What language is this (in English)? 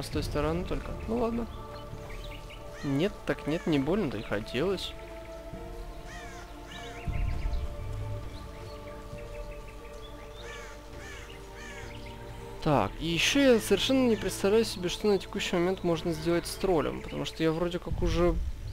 Russian